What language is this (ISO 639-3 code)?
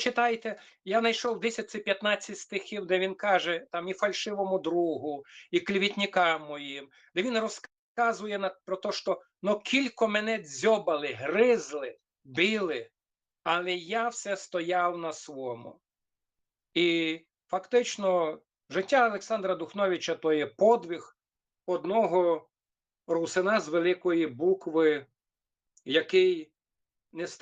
rue